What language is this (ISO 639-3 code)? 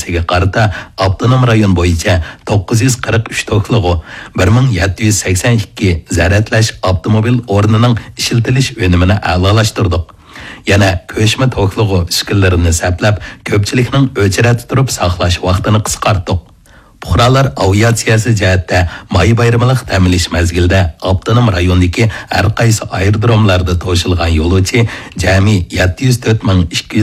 uig